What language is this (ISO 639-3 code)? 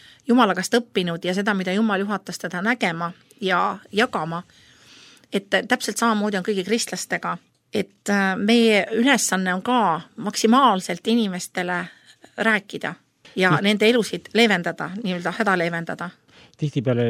est